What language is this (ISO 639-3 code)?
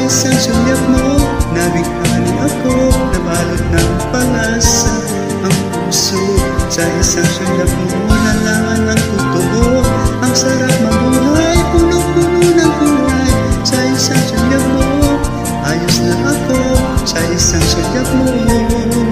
fil